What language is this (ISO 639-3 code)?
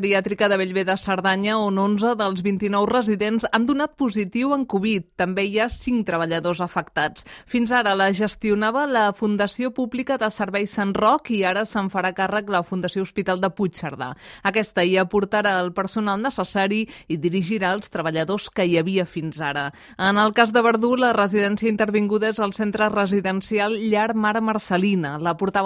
cat